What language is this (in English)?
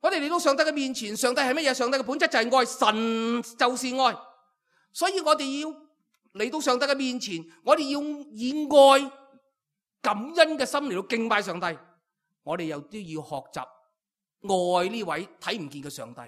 Cantonese